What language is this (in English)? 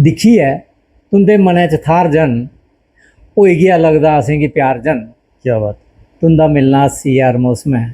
Dogri